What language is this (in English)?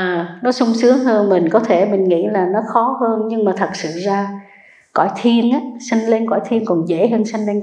Vietnamese